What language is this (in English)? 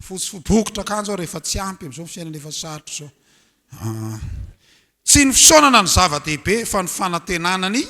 Malagasy